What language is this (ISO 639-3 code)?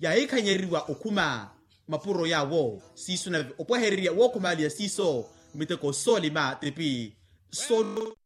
vmw